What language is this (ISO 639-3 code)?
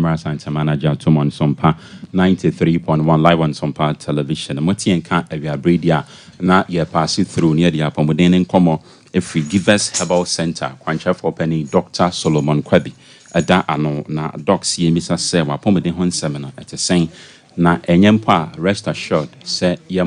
aka